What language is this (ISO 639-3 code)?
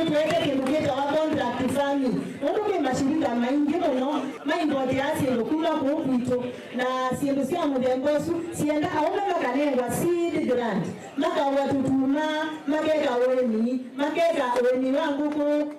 kam